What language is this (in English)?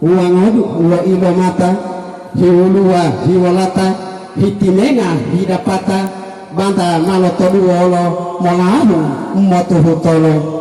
Gorontalo